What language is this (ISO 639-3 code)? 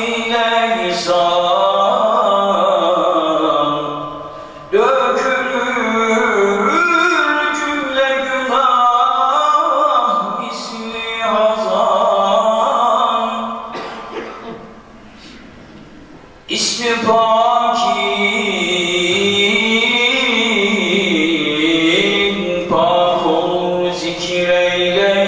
tur